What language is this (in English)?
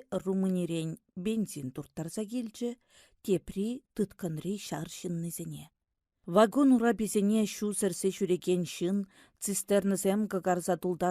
Chuvash